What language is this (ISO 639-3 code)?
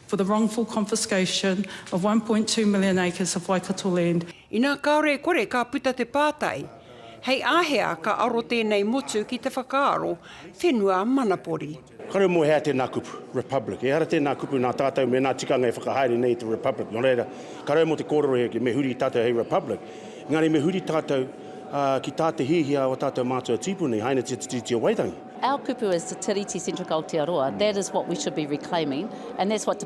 mri